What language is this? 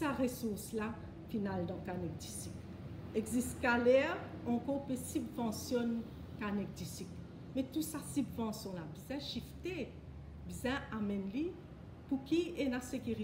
Morisyen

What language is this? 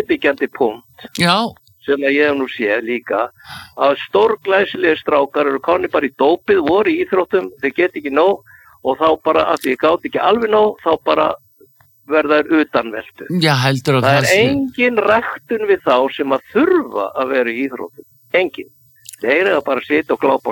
Icelandic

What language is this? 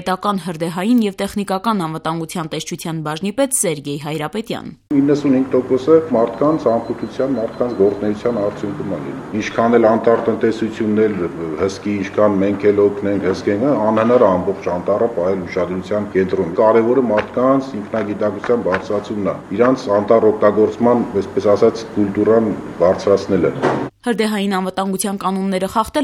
Armenian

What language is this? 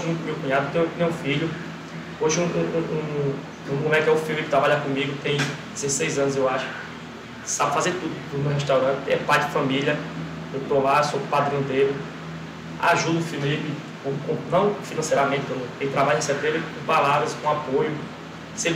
Portuguese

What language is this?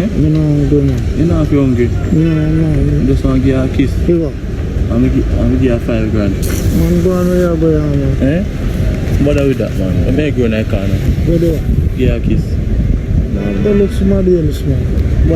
Jamaican Creole English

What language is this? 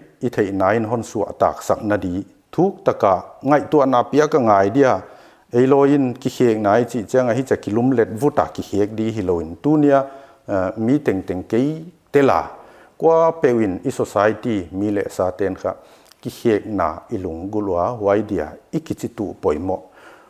Paite Chin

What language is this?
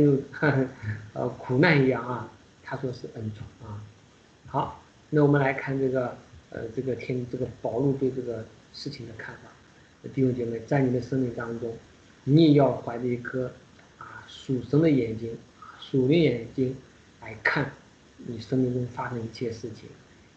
Chinese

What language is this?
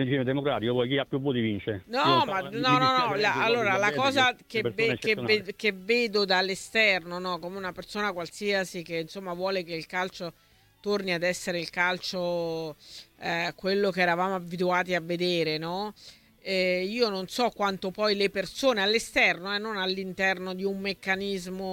Italian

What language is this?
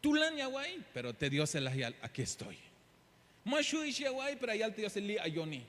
Tzeltal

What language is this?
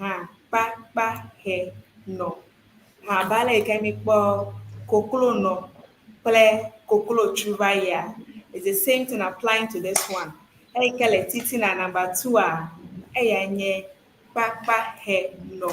Ewe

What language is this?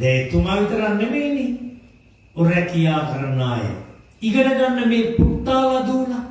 Sinhala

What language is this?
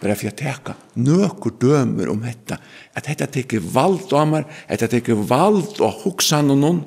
Faroese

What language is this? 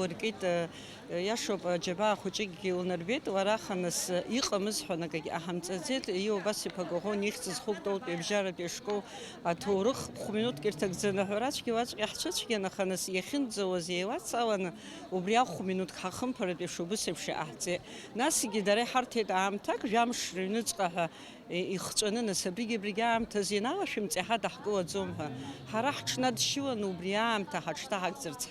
Abkhazian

